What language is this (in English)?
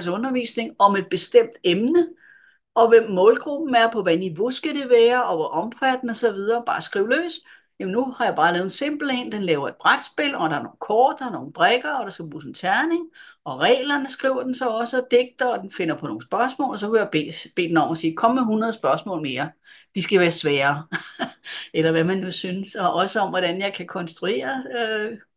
Danish